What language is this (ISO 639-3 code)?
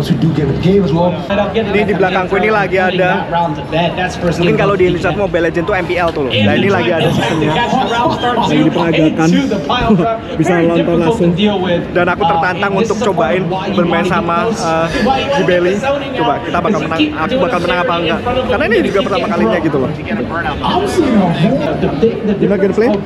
ind